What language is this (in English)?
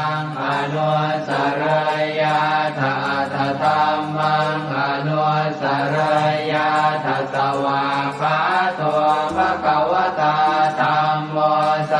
Pali